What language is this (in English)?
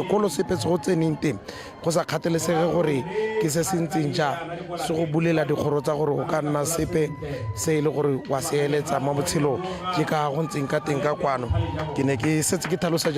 Tswana